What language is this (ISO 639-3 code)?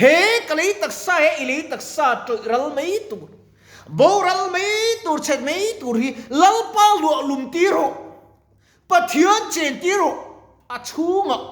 lus